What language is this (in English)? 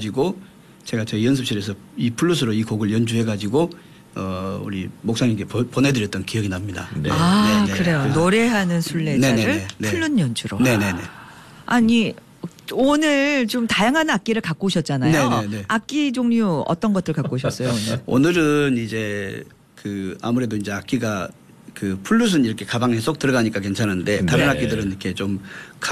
Korean